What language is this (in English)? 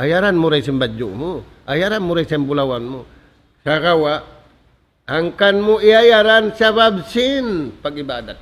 Tausug